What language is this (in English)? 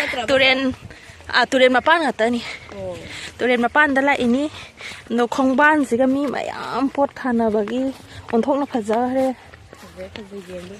Manipuri